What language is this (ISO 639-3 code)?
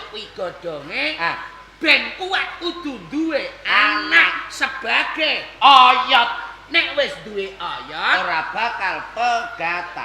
jav